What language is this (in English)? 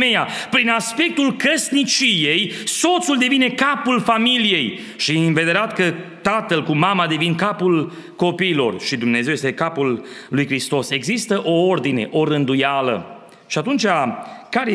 Romanian